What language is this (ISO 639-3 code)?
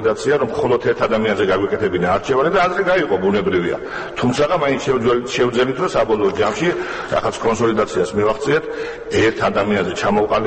kat